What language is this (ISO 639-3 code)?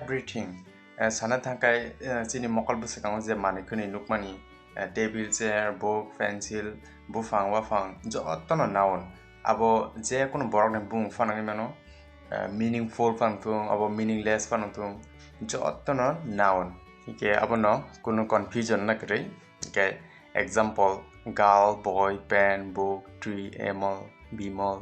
trp